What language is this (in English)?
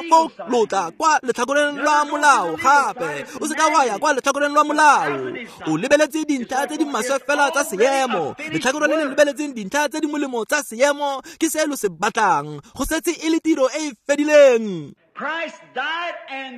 Tswana